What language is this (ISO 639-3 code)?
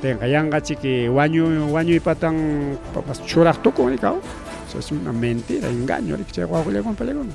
quy